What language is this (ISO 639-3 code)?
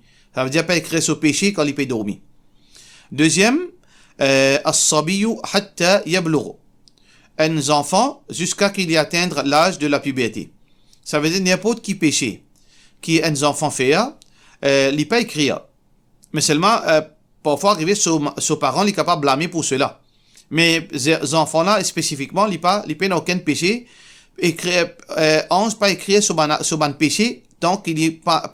mfe